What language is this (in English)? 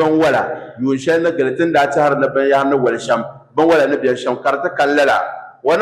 Dagbani